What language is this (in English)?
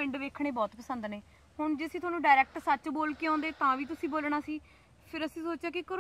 Punjabi